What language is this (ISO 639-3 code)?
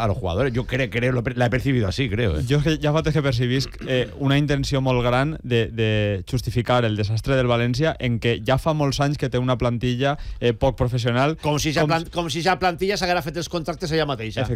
cat